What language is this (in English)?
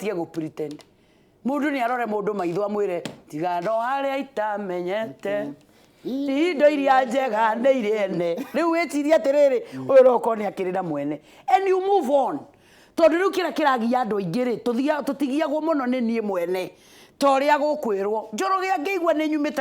Kikuyu